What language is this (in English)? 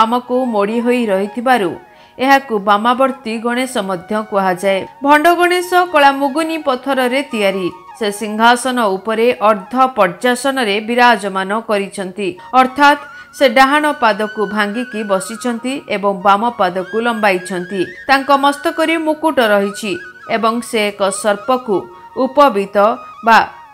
Odia